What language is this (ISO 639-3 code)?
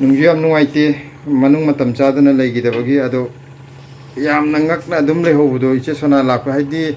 mni